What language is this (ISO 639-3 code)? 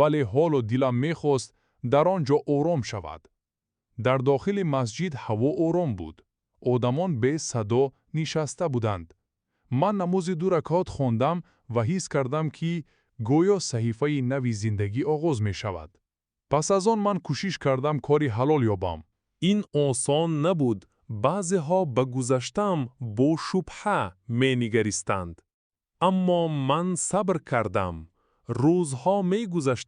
tgk